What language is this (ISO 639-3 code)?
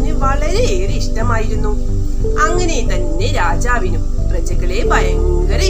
mal